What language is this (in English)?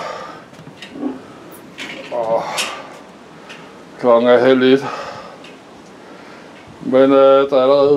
Danish